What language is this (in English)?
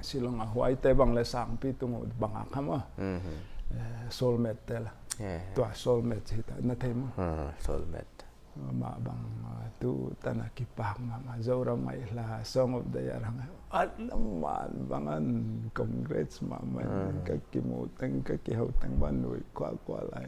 Paite Chin